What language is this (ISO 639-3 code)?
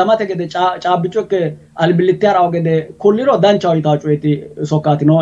sid